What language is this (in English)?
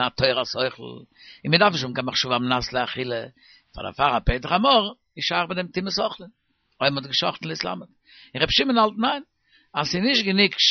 Yiddish